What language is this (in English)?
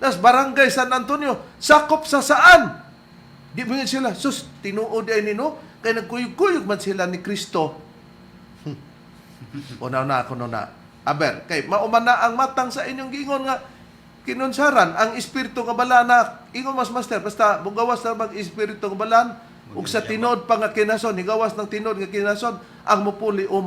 Cebuano